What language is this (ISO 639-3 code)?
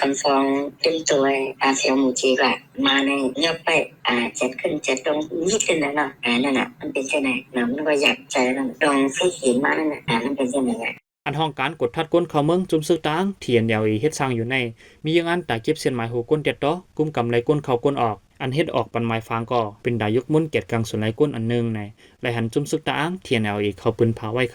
shn